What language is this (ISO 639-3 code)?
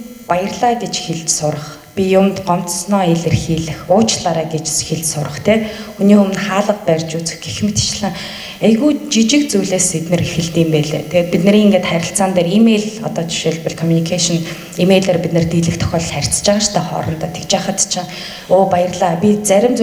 mon